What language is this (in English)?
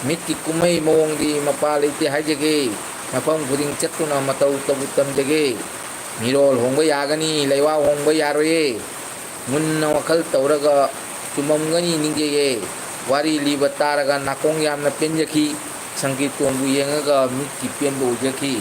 Manipuri